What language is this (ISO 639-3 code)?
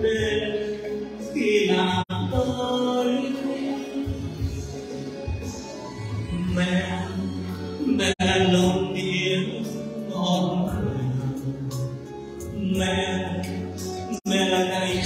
vie